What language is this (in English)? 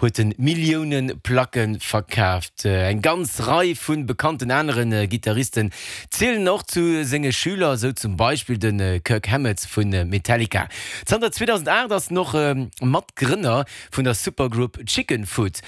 Luxembourgish